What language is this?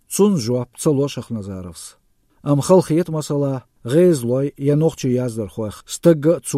Chechen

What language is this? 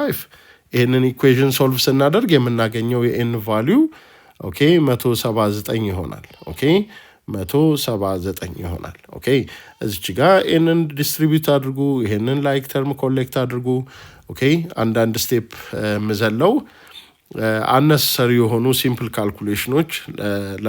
Amharic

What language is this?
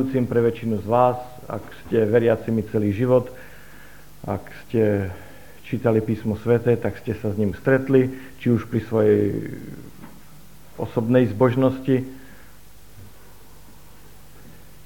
Slovak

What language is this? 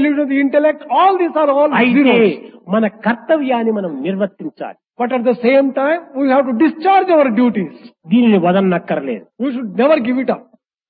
Telugu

